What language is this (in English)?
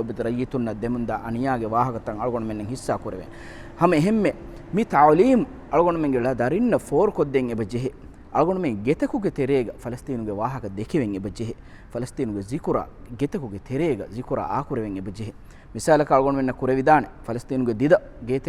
Divehi